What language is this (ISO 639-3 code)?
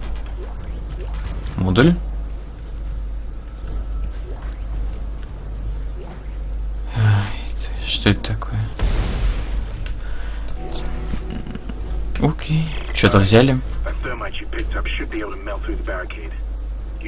rus